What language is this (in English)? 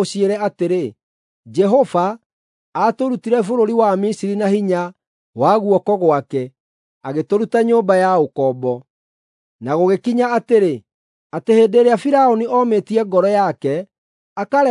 Kikuyu